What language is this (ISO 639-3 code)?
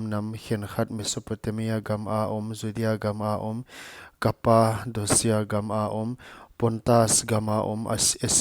pck